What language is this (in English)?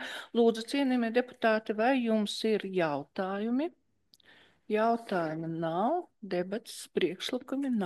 Latvian